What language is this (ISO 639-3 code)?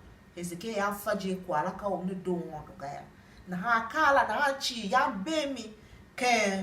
tiv